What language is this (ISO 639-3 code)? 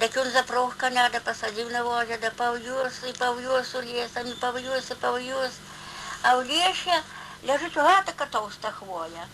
bel